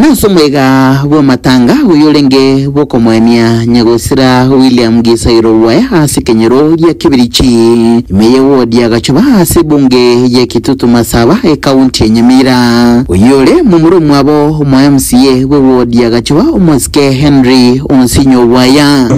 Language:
Gusii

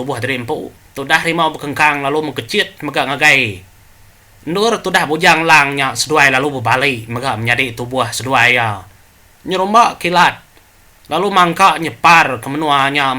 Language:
Iban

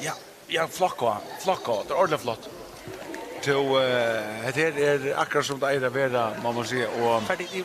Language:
Faroese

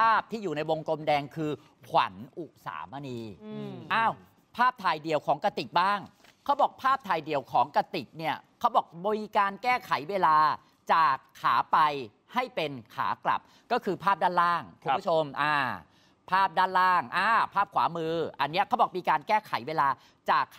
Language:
Thai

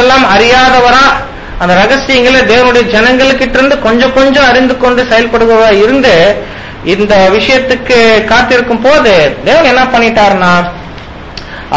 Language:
Tamil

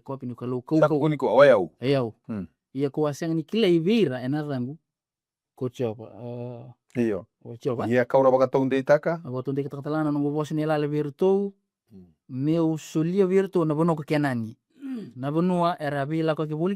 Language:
Fijian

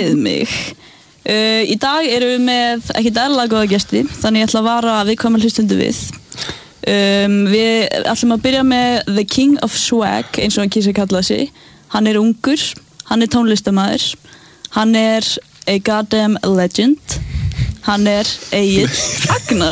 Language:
Icelandic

